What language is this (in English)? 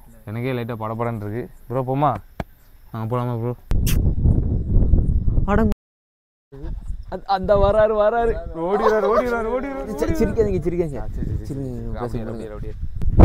Tamil